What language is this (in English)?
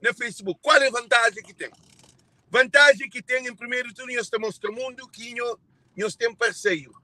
Kabuverdianu